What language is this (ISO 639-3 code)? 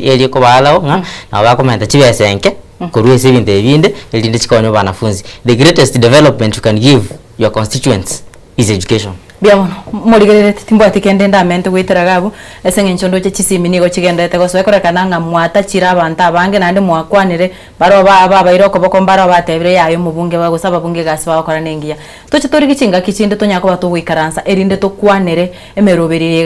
guz